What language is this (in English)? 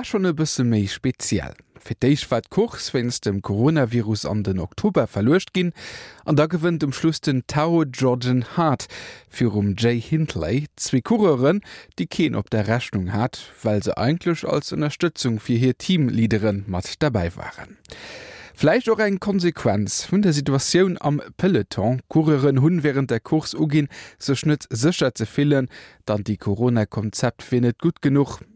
Luxembourgish